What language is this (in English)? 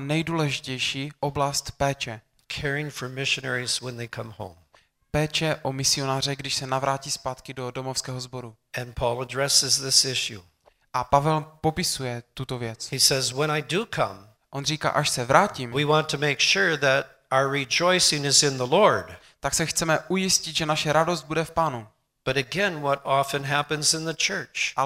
Czech